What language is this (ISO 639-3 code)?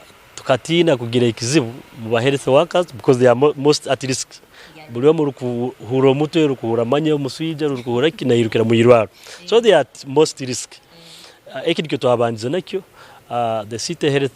nyn